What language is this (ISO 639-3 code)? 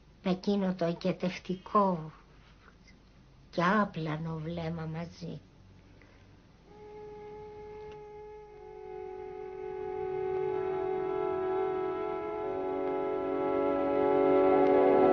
ell